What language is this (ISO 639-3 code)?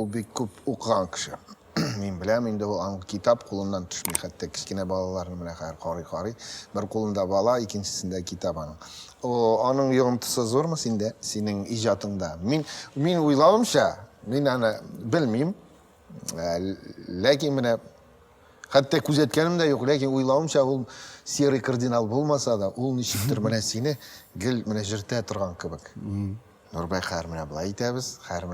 tat